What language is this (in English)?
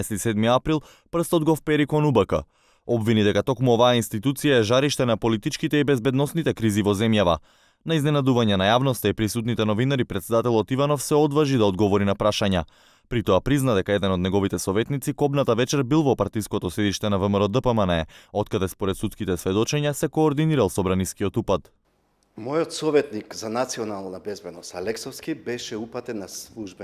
Macedonian